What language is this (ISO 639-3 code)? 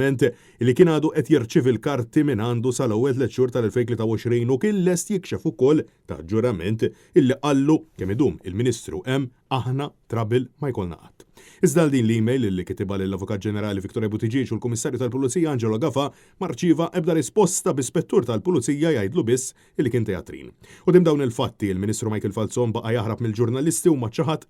mlt